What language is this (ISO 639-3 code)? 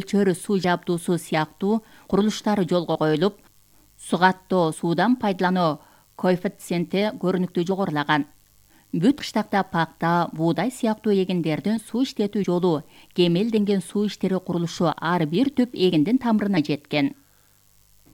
kir